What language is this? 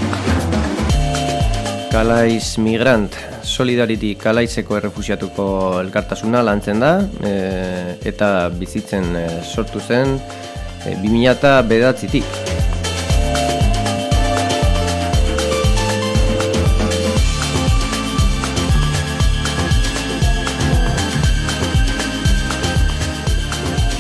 Basque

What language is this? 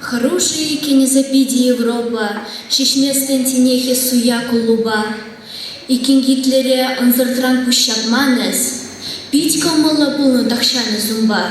Chuvash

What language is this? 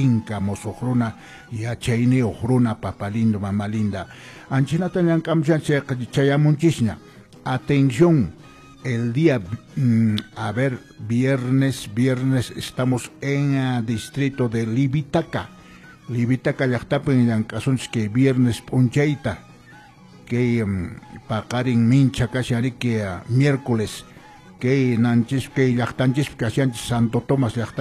Quechua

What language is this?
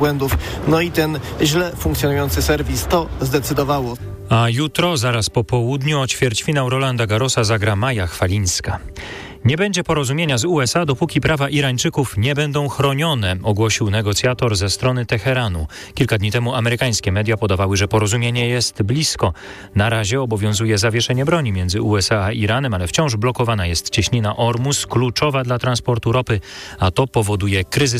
Polish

